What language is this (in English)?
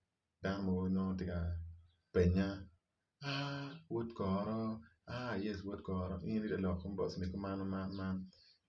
Acoli